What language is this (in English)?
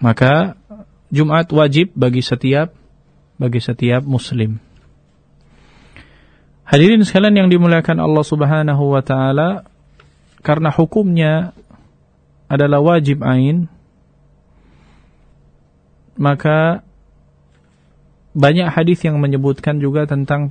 Indonesian